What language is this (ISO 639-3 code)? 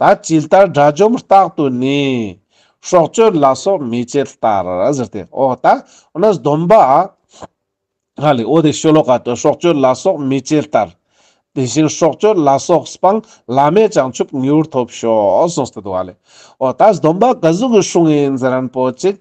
lbj